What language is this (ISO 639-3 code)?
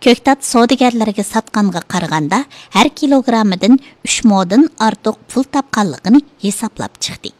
uig